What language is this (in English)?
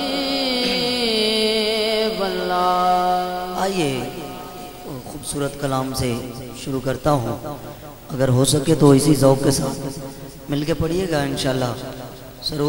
Urdu